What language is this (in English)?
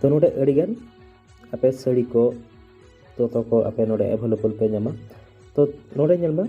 Santali